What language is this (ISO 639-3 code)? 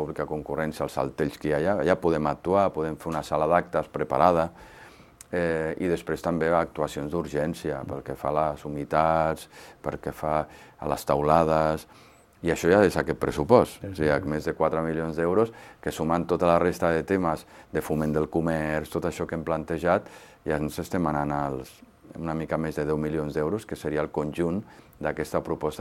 cat